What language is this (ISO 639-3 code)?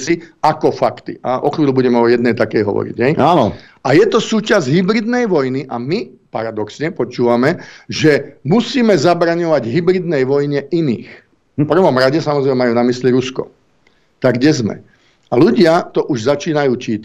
slk